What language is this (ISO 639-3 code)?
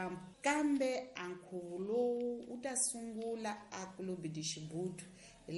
tso